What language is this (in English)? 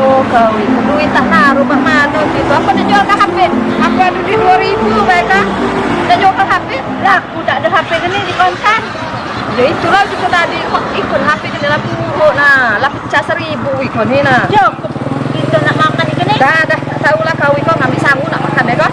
Musi